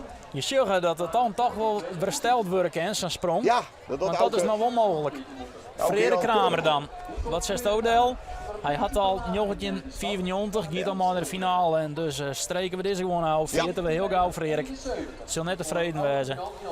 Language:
Western Frisian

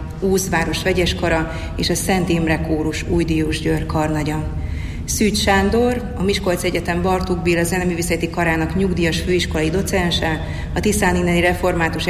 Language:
Hungarian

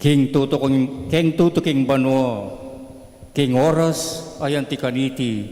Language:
Pampanga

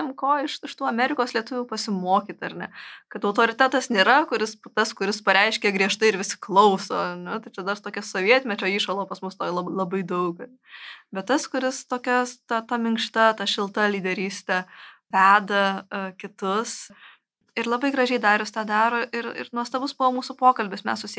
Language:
Lithuanian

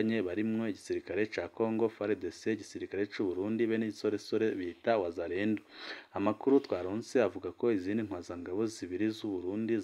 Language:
Rundi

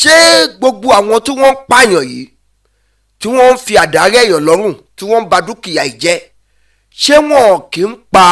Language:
Yoruba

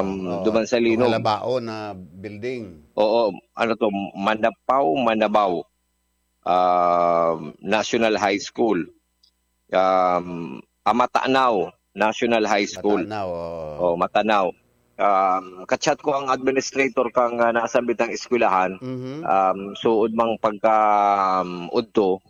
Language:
Bikol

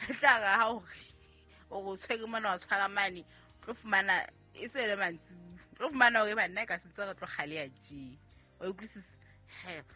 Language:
Southern Sotho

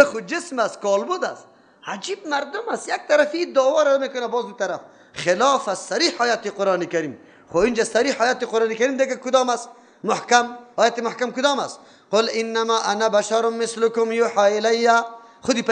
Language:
Persian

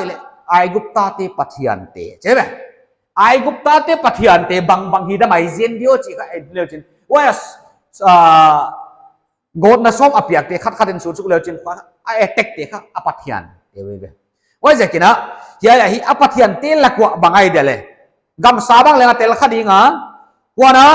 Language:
Paite Chin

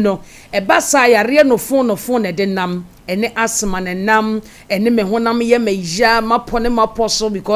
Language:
Akan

